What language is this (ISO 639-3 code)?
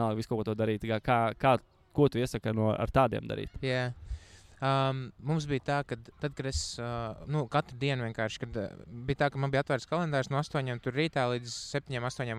lav